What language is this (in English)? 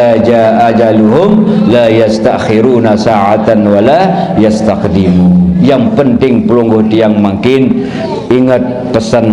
Sasak